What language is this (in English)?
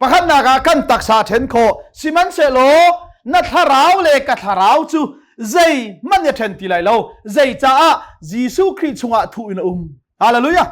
Hakha Chin